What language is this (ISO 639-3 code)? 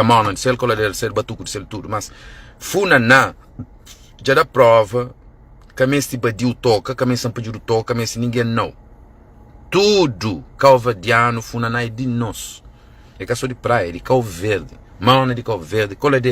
kea